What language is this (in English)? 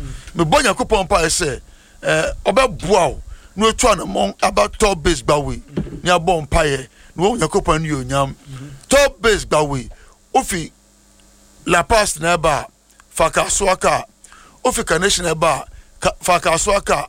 Akan